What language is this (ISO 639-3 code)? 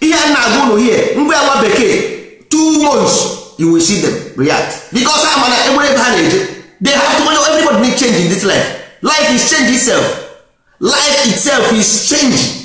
ibo